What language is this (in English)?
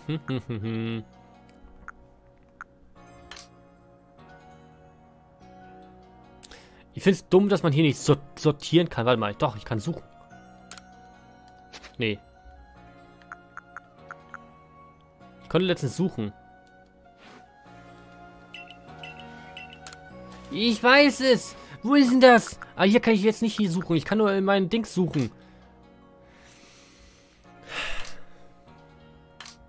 German